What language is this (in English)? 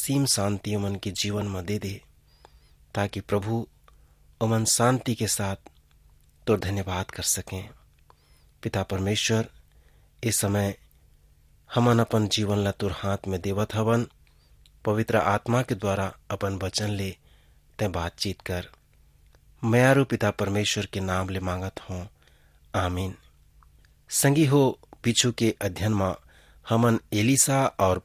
Chhattisgarhi